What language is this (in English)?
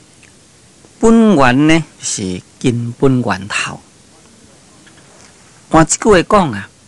Min Nan Chinese